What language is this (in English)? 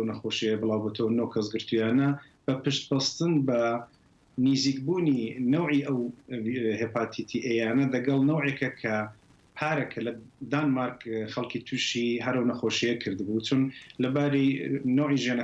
Central Kurdish